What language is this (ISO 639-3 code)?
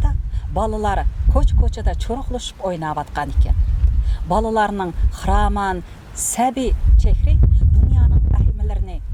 uig